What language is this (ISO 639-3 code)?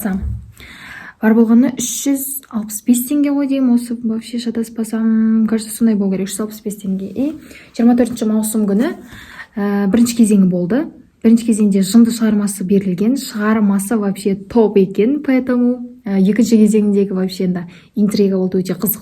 kaz